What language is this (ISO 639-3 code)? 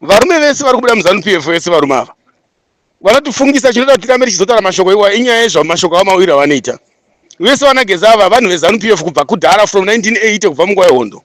sna